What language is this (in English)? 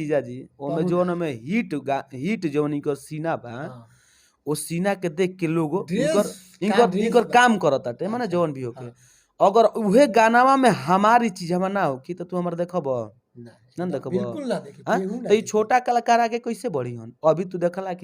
Bhojpuri